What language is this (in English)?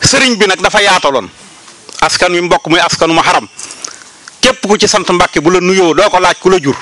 Wolof